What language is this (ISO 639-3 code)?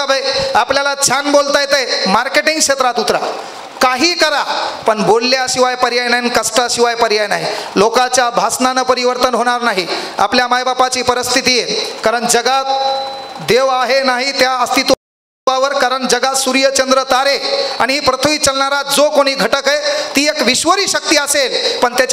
mar